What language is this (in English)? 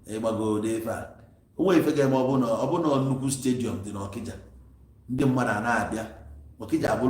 Igbo